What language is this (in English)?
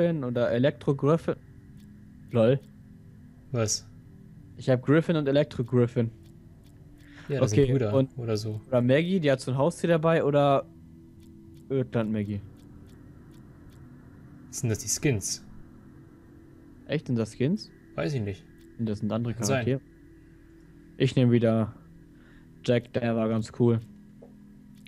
German